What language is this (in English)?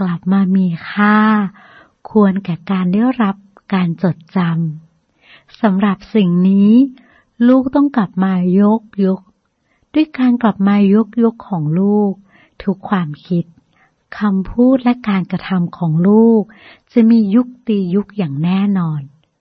Thai